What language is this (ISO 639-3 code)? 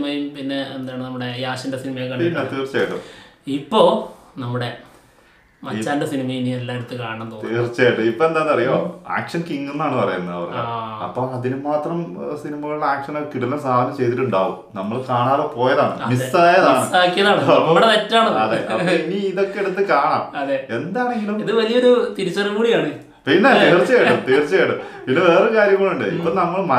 mal